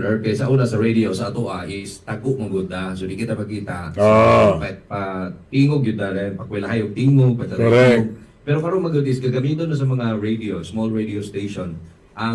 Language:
Cebuano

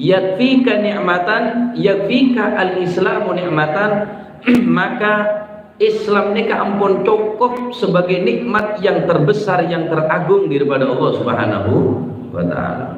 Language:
Madurese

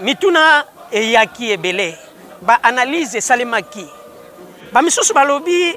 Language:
Lingala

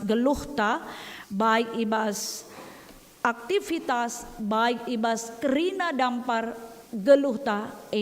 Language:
Batak Karo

